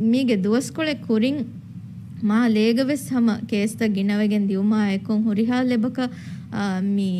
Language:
Divehi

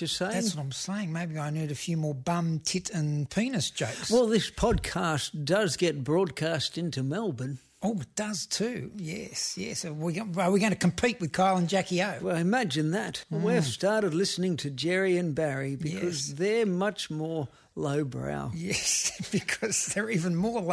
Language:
English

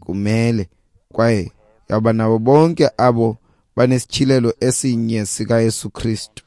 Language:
Xhosa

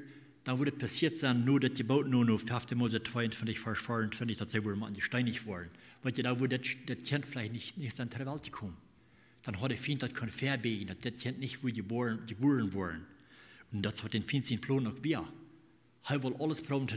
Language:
Plautdietsch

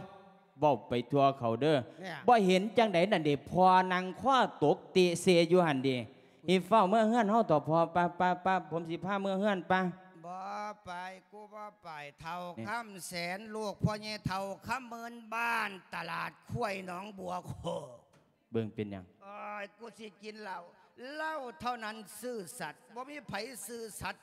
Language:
Lao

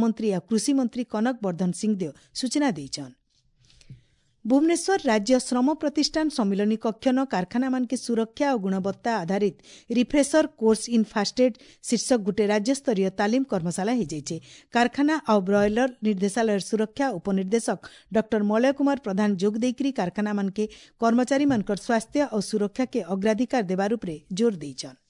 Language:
Odia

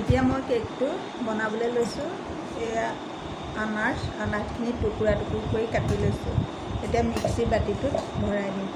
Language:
Assamese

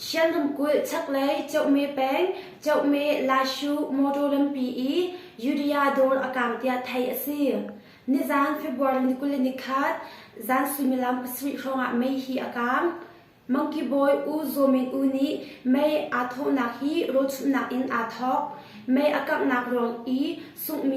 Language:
Hakha Chin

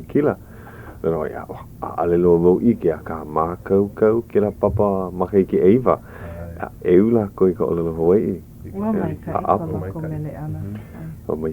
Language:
Hawaiian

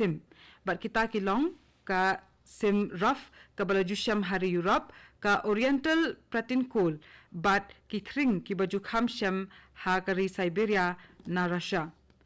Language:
Khasi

